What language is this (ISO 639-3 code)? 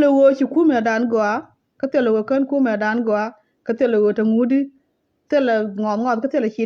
nus